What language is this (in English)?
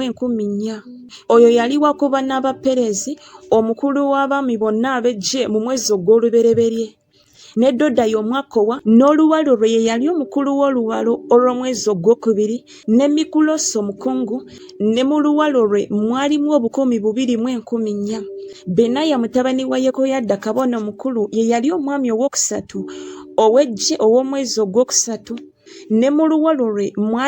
Ganda